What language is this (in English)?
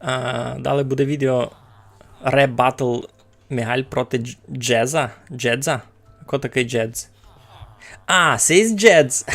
Rusyn